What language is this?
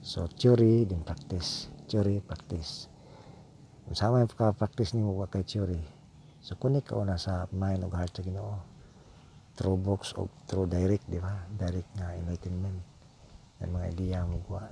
Cebuano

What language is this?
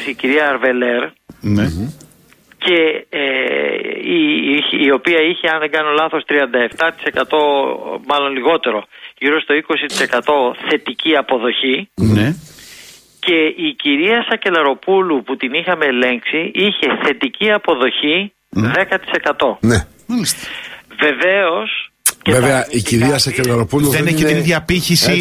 Greek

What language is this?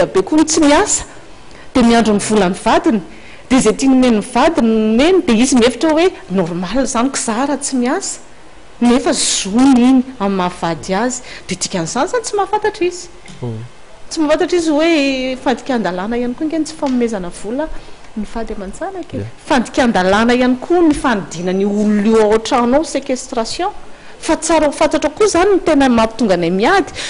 Malagasy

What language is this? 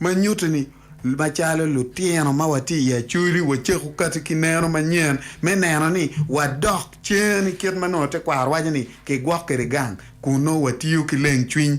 Acoli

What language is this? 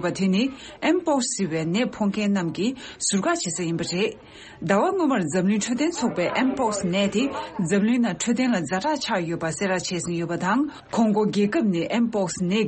Tibetan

